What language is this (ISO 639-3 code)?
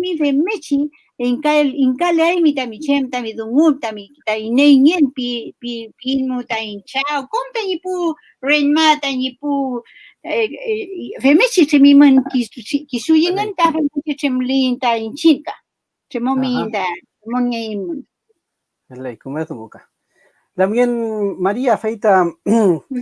arn